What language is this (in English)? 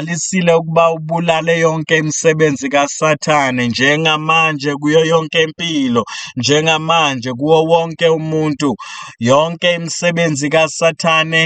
Zulu